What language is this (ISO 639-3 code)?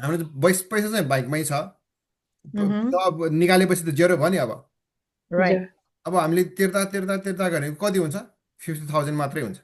nep